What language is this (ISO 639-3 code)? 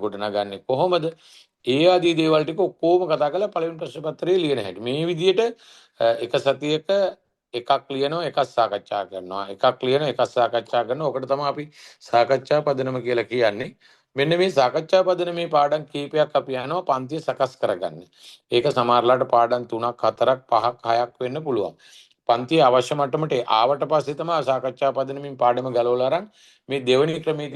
sin